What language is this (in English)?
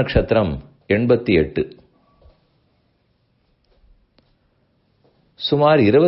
Tamil